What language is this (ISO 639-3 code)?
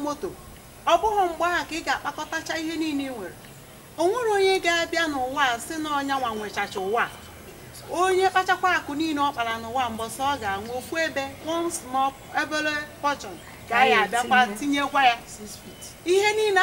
ibo